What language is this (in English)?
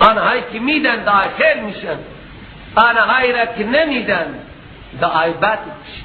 Persian